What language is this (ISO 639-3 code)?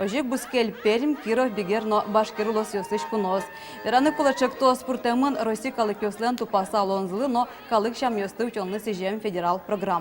udm